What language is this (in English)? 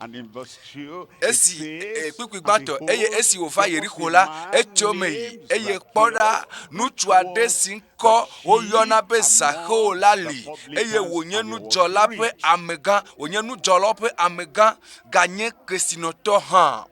Ewe